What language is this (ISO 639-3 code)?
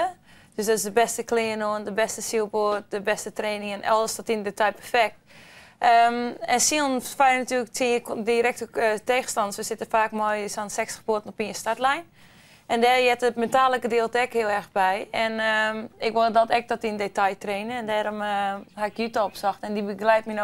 fry